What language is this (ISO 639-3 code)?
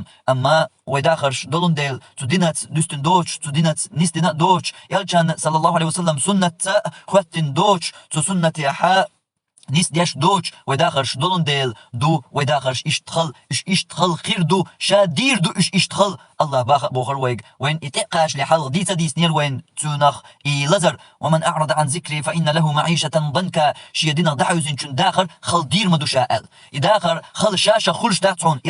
che